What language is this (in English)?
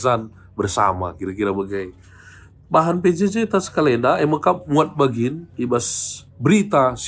Batak Karo